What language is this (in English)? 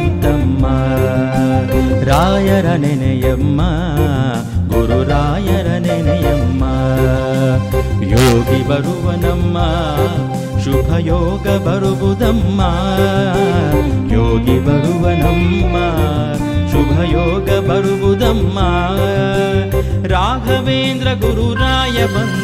Kannada